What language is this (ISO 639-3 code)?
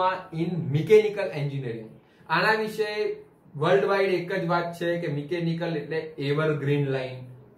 guj